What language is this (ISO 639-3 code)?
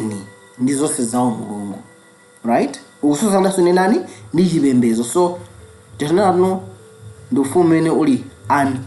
nya